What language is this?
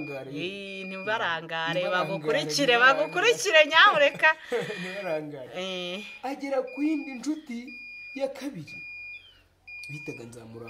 Kinyarwanda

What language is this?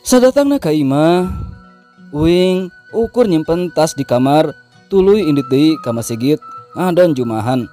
Sundanese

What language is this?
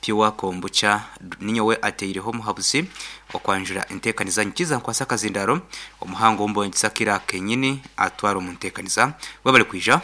Nyankole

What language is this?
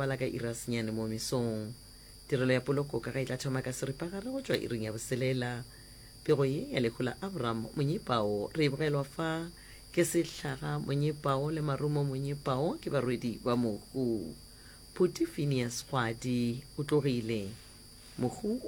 Northern Sotho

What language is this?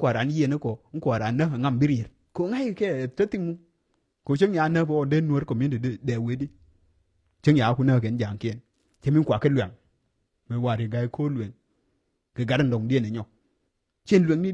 Nuer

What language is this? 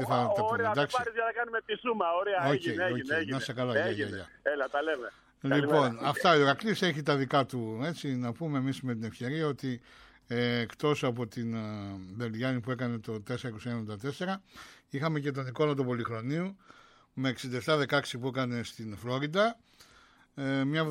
Greek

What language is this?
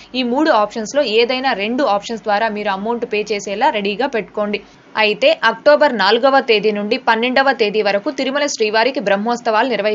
Telugu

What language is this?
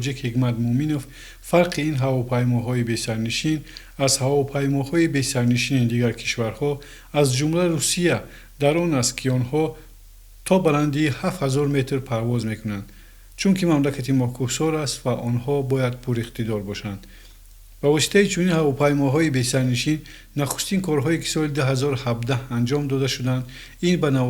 Tajik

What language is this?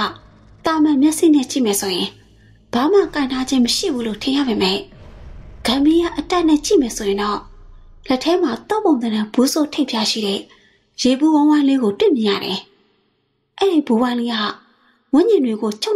Burmese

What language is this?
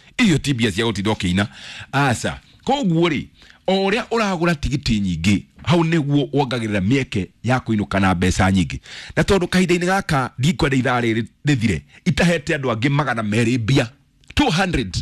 Kikuyu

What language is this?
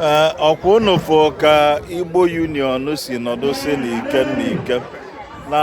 Igbo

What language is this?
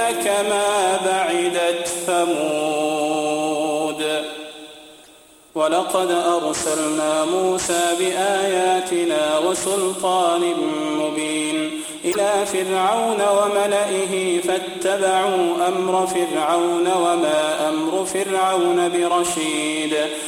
Arabic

